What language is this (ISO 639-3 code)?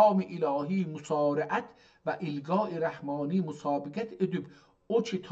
azb